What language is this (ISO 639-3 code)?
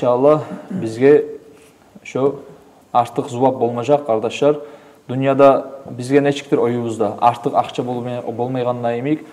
kum